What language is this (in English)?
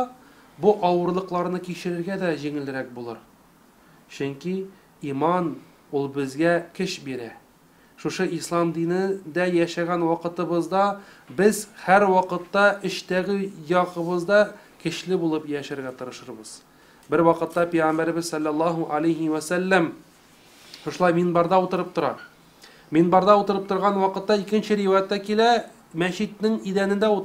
Tatar